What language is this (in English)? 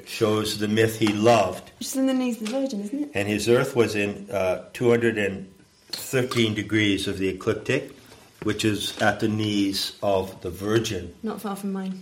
English